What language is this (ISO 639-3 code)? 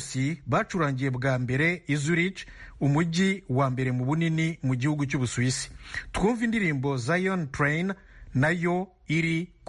kin